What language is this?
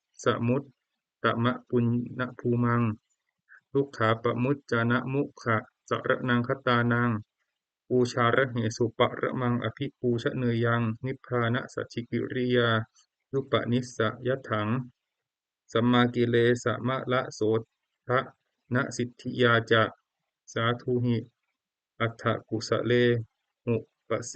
Pali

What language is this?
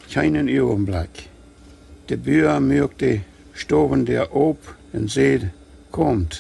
Plautdietsch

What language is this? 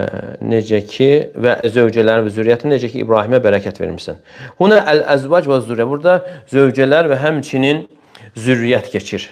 Azerbaijani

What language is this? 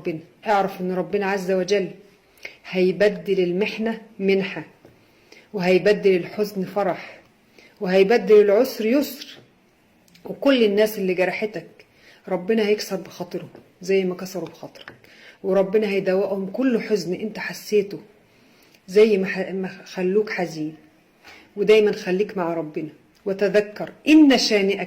Egyptian Arabic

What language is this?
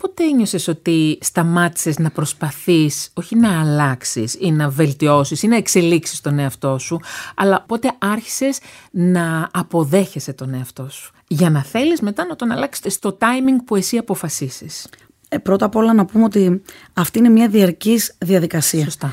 Greek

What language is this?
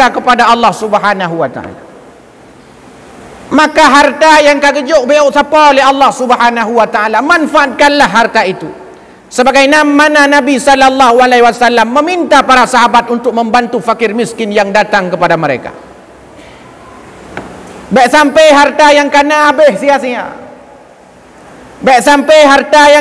Malay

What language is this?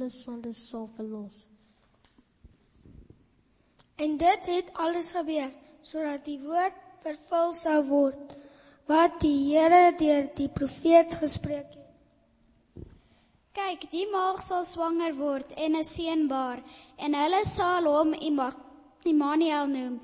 Afrikaans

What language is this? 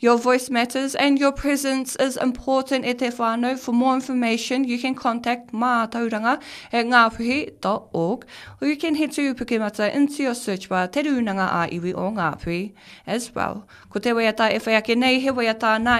Māori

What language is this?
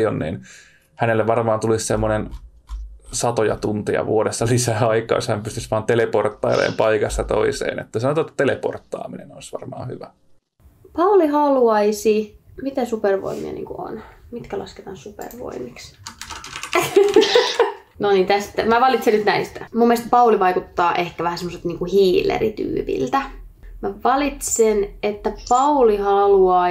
Finnish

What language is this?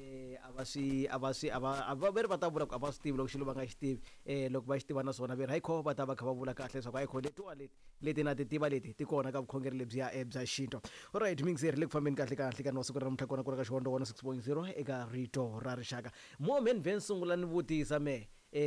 Tsonga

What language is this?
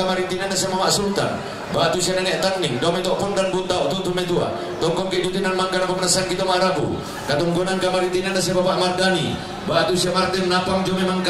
Toraja-Sa'dan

